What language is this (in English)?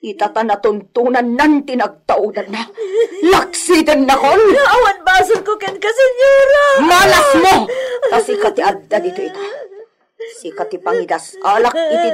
Iloko